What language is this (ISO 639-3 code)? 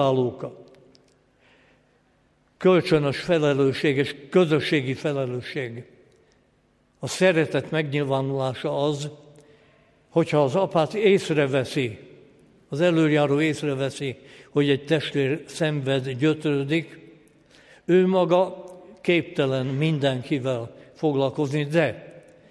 hun